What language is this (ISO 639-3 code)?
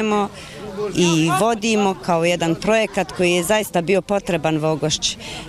bos